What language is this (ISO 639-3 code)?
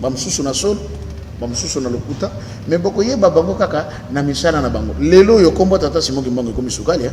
lin